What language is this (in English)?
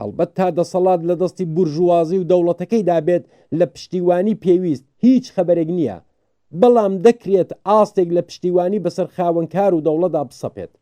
Central Kurdish